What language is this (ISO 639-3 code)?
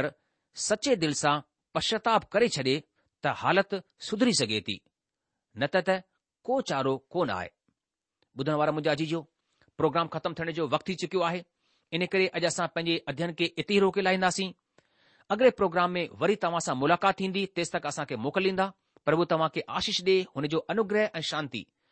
snd